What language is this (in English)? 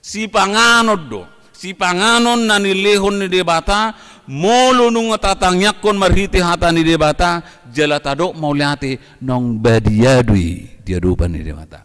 Batak Toba